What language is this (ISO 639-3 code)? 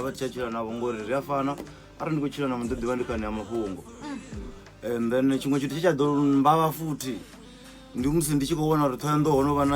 ven